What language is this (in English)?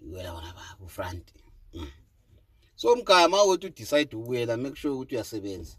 Zulu